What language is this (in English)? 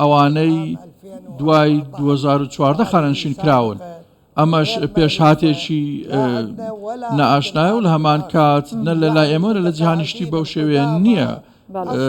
Central Kurdish